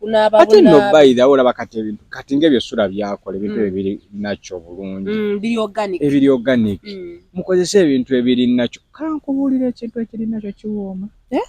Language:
Ganda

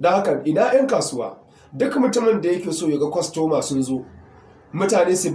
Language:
Hausa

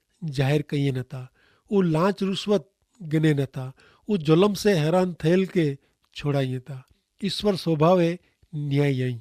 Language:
Kachhi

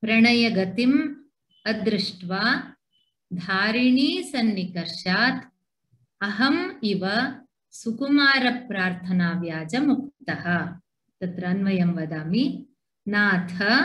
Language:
Sanskrit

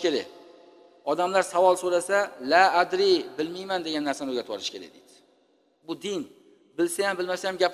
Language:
Uzbek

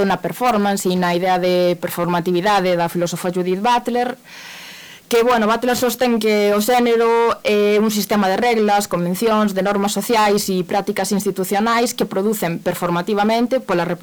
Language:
Galician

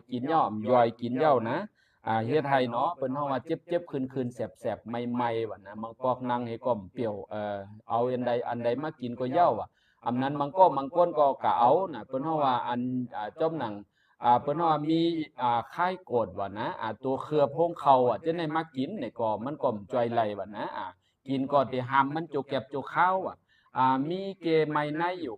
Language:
Shan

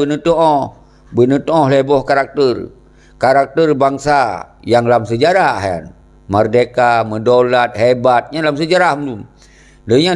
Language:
Achinese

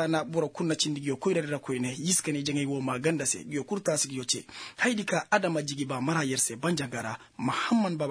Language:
Koyraboro Senni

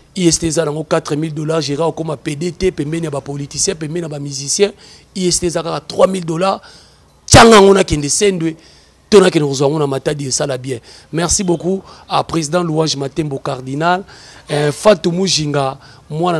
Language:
Lingala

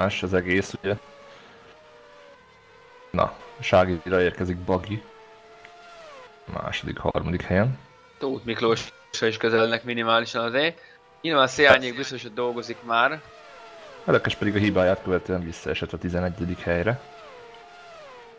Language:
Hungarian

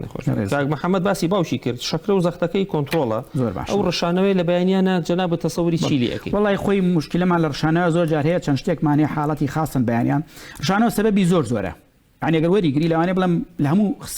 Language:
Central Kurdish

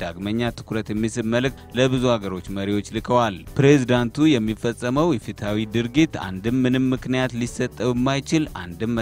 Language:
Amharic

